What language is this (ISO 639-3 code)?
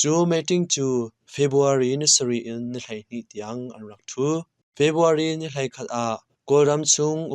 cnh